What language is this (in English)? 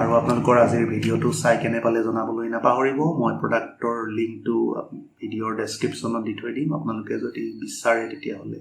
Assamese